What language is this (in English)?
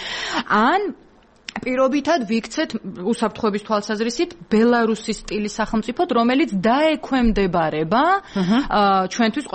Georgian